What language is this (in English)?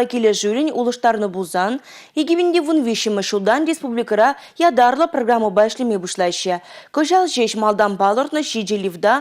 Chuvash